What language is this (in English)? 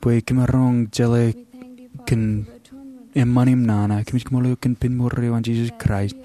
Marshallese